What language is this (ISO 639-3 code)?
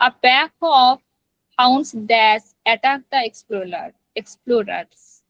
sat